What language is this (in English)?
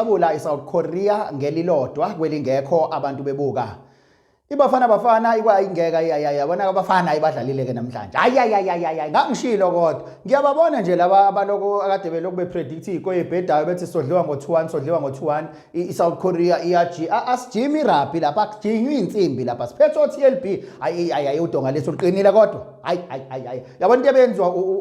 Zulu